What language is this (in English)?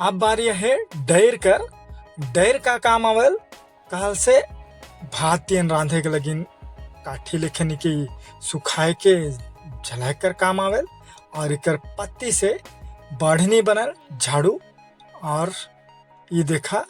Sadri